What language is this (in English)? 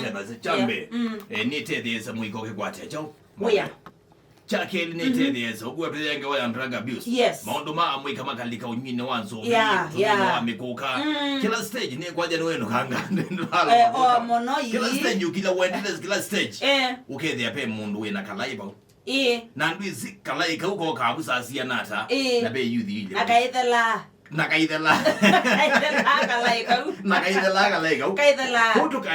Kamba